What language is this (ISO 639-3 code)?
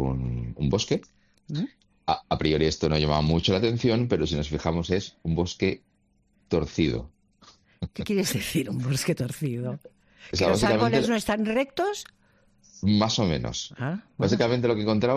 spa